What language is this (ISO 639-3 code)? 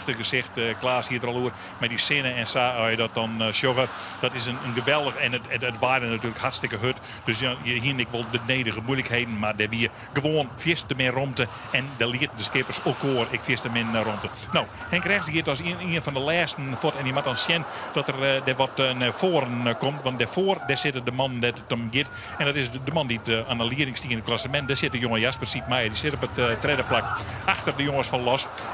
fry